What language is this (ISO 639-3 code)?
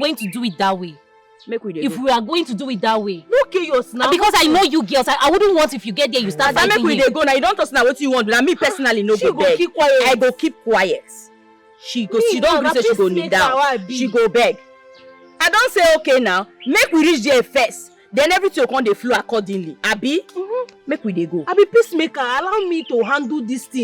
pcm